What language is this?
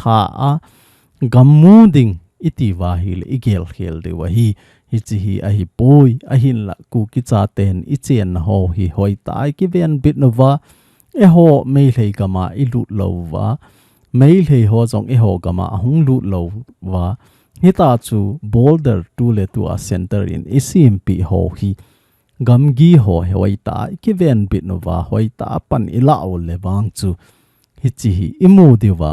Thado Chin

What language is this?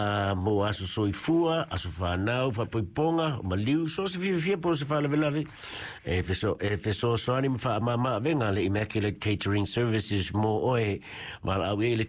Samoan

